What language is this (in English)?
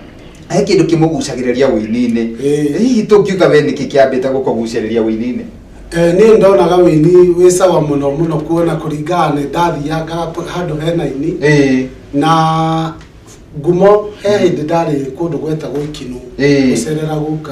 Kikuyu